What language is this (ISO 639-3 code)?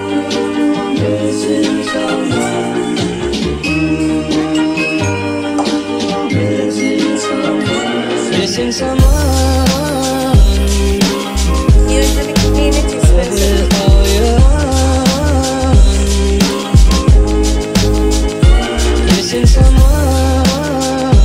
ben